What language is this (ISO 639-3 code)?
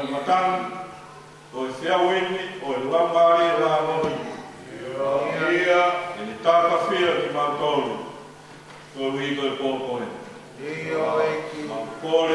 ton